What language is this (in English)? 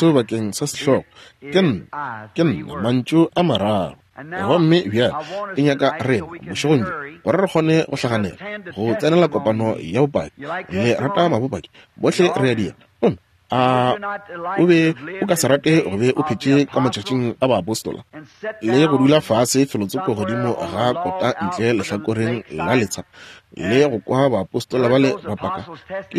Northern Sotho